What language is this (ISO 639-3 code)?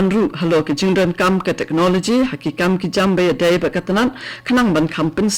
kha